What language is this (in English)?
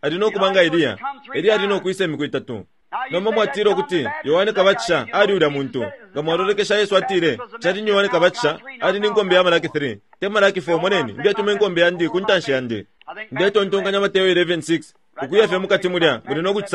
Bemba